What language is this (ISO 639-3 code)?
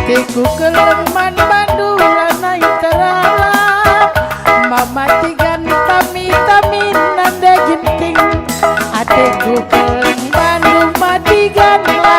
btx